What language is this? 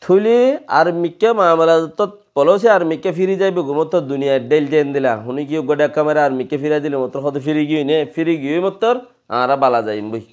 Rohingya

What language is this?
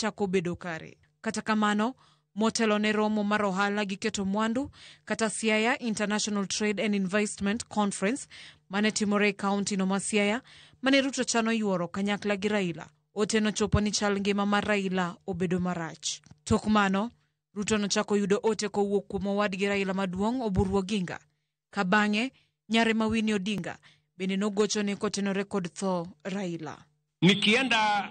Luo (Kenya and Tanzania)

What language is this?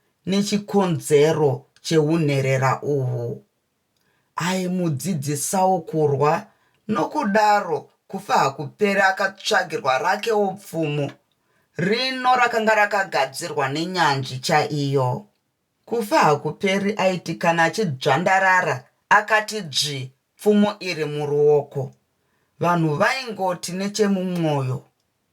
Shona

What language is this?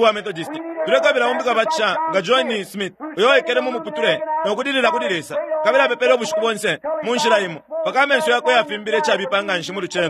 Bemba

